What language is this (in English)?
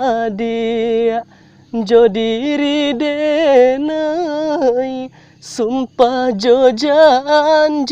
Minangkabau